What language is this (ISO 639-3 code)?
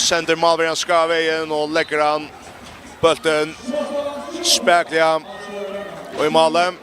fao